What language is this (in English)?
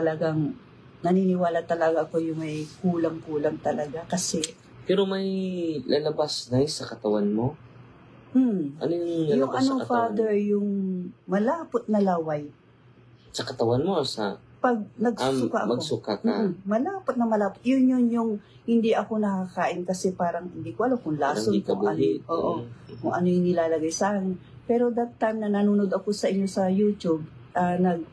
Filipino